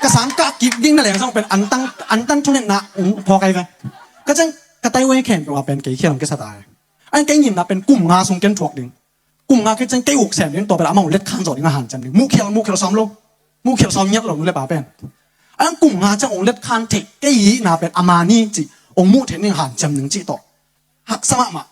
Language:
Tedim Chin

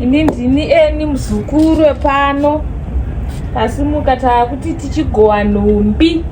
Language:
Shona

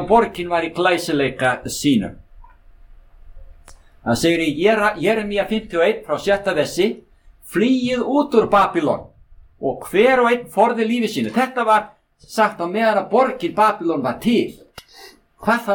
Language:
Icelandic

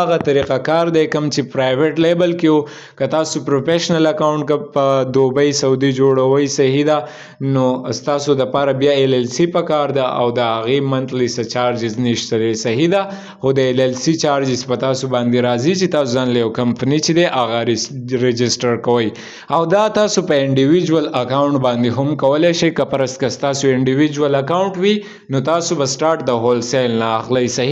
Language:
Pashto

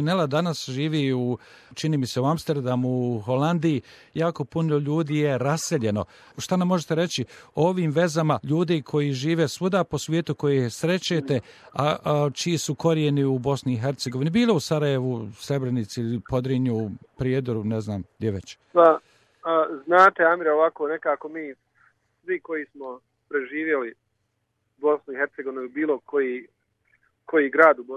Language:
Bosnian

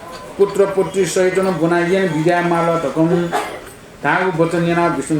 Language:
Newari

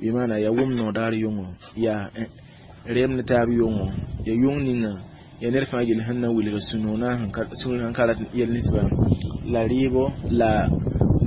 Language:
Mossi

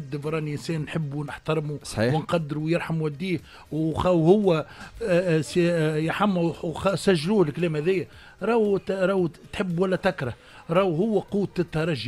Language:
Tunisian Arabic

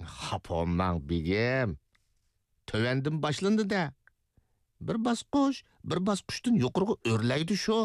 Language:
Uyghur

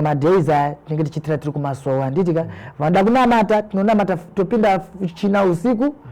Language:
Shona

